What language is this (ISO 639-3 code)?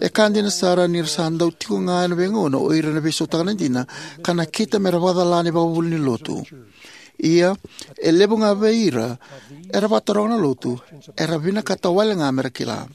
fij